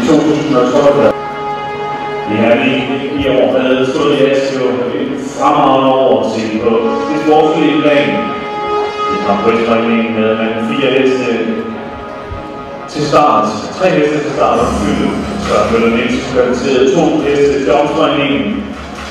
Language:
Danish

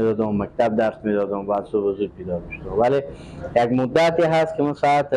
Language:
Persian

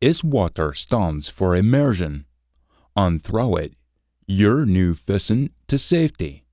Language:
Scots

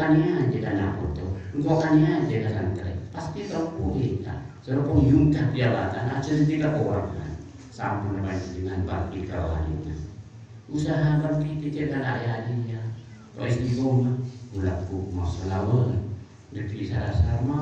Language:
Madurese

